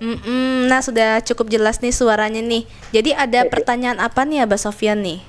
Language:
Banjar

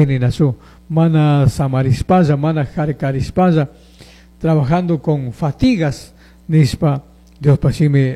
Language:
Chimborazo Highland Quichua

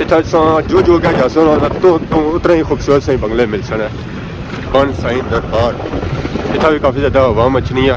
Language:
Pahari-Potwari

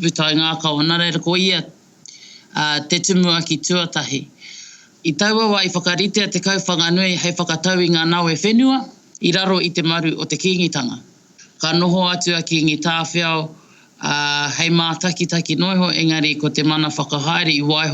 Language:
Māori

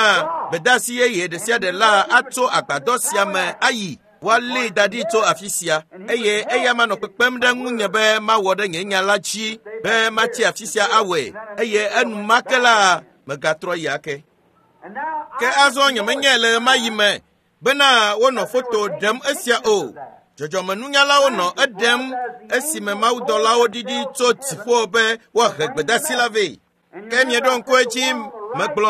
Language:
Ewe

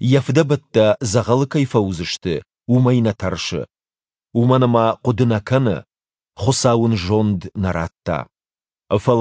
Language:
Ossetic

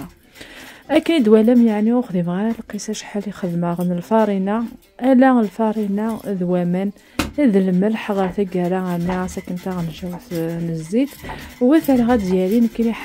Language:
Kabyle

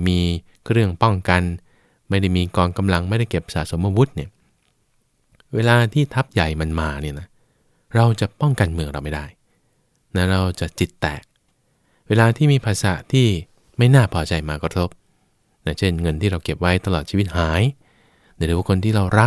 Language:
Thai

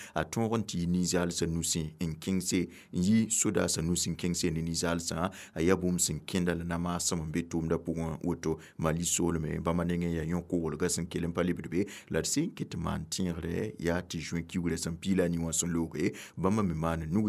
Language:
Mossi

